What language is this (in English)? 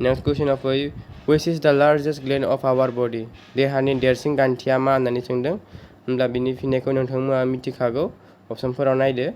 Bodo